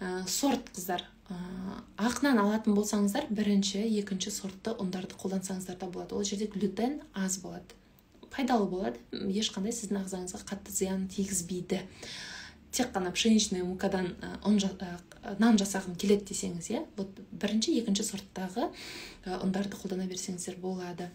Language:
Kazakh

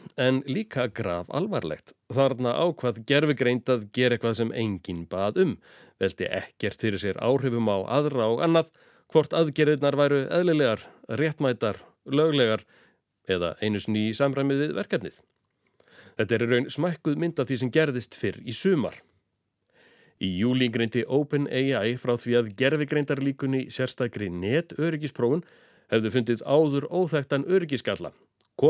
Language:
Icelandic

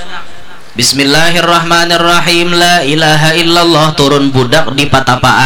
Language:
Banjar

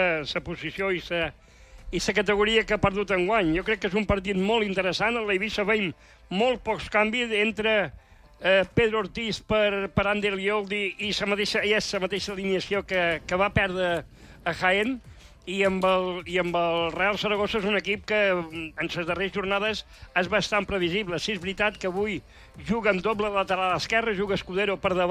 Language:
Catalan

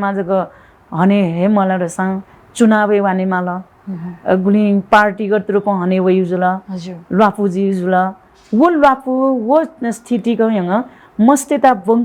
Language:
Newari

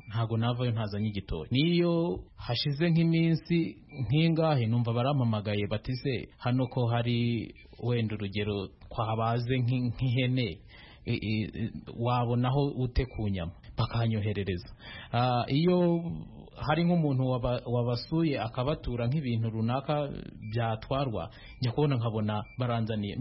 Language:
Kinyarwanda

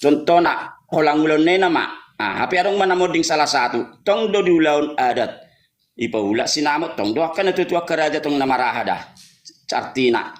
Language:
Batak Toba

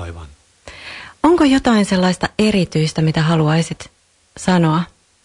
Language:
Finnish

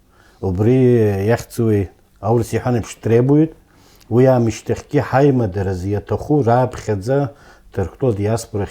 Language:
Abkhazian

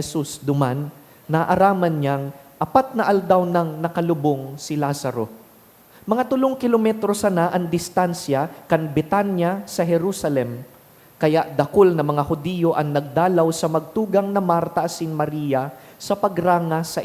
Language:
Bikol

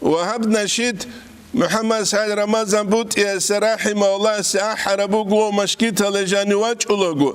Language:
Avaric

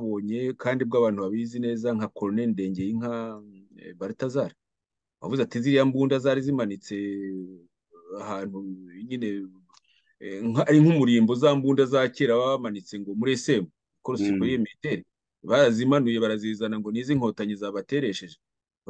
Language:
Kinyarwanda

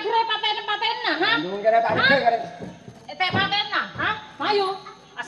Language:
Madurese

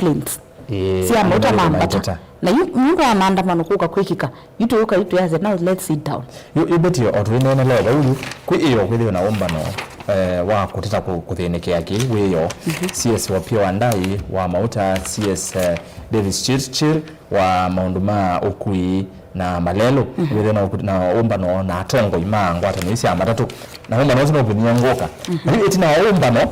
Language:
Kamba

